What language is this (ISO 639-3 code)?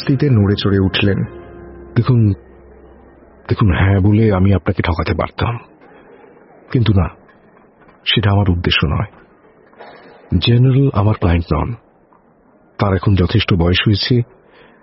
ben